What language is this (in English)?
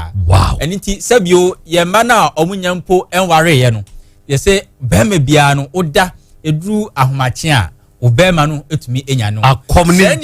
Akan